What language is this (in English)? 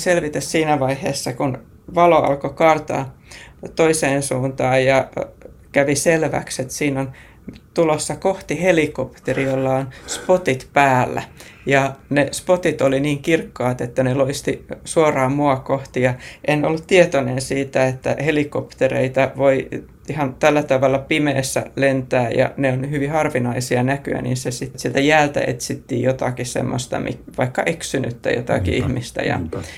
Finnish